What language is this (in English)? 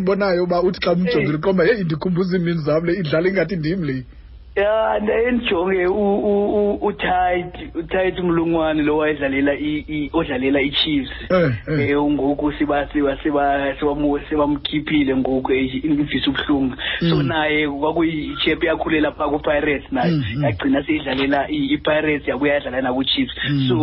Xhosa